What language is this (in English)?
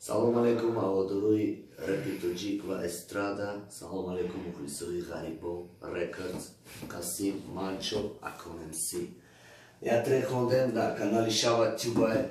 Tajik